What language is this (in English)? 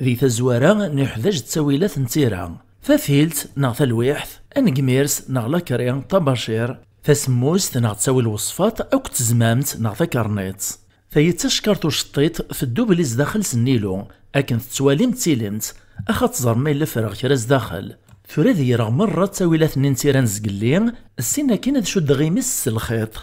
Kabyle